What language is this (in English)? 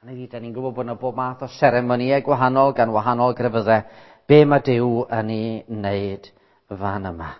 Welsh